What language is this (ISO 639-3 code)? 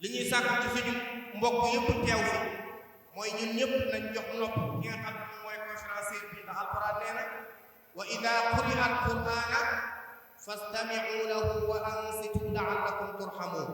wol